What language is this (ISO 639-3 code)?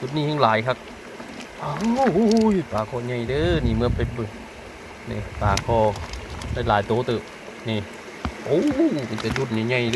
tts